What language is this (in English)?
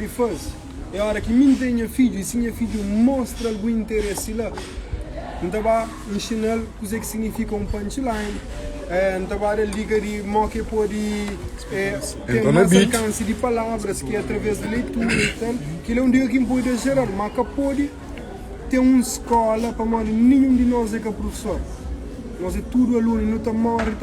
Kabuverdianu